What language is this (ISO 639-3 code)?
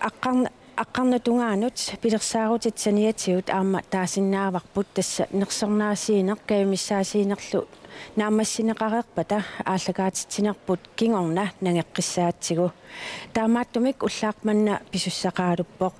kal